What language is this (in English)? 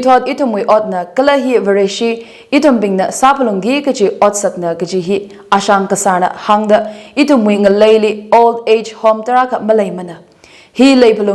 Tangkhul Naga (India)